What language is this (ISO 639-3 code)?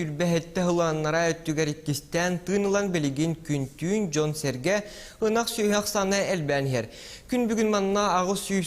sah